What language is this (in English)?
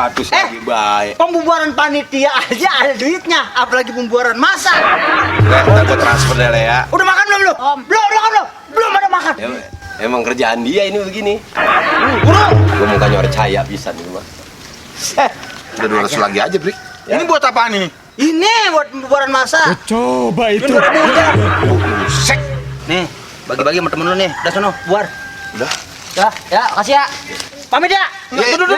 Betawi